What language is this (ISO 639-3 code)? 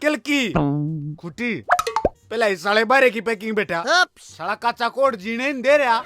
bgc